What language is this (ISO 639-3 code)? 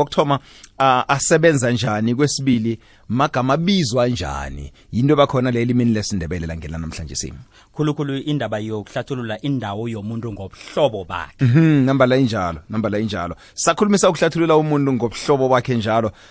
nbl